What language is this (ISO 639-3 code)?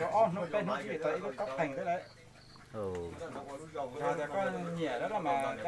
hmn